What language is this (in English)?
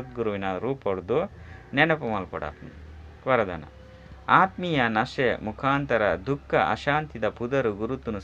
Tulu